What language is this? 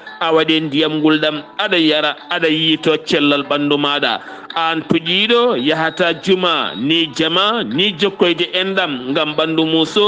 Fula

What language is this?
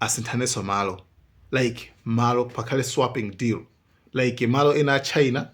Nyanja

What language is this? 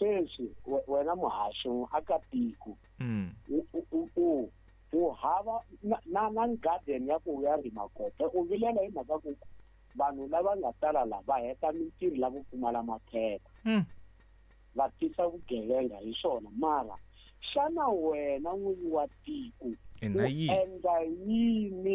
Tsonga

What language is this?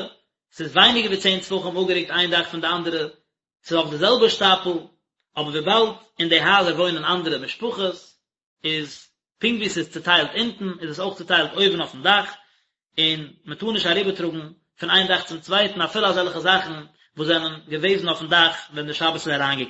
Yiddish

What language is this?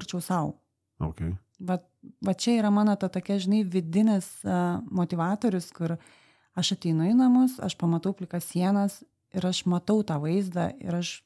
Lithuanian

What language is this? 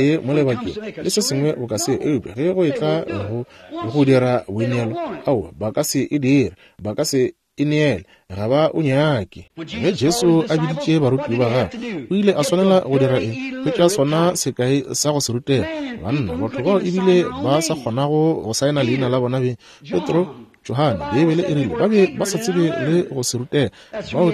Northern Sotho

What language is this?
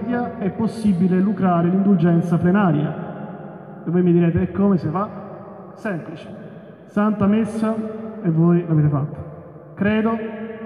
Italian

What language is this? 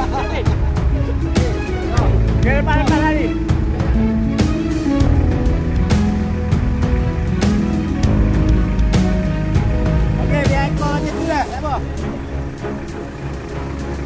Malay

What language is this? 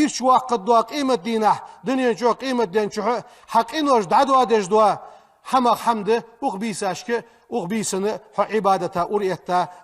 Ingush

